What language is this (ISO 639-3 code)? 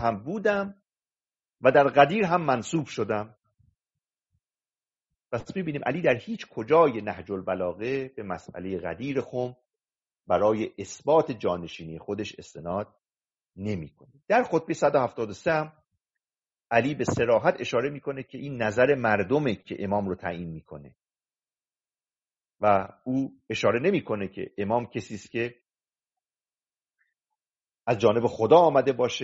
fas